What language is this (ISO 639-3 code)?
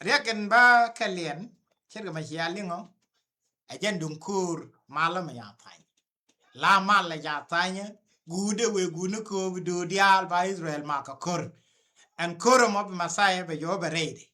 nus